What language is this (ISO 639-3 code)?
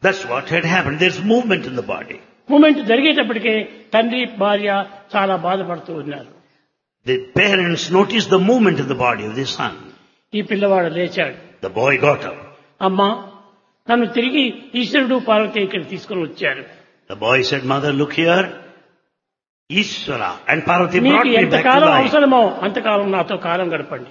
tel